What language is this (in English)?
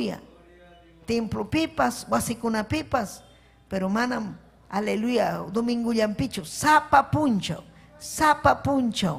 Ayacucho Quechua